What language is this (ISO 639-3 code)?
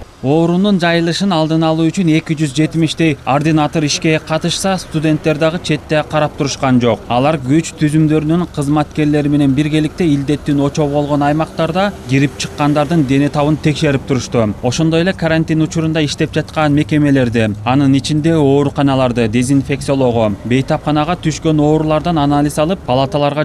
kir